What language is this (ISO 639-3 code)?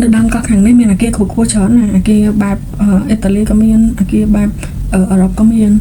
khm